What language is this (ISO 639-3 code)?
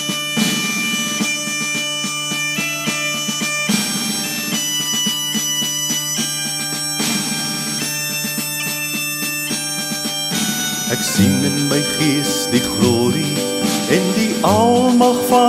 afr